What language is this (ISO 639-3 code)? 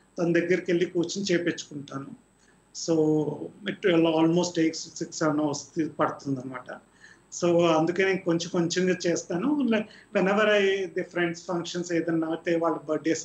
tel